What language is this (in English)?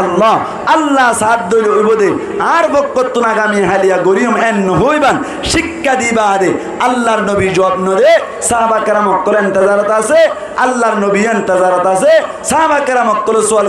Rohingya